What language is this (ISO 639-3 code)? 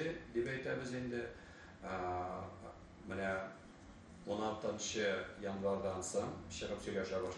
tat